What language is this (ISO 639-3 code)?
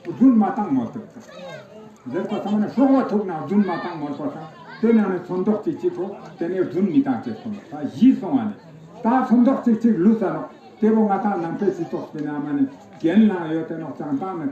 lbj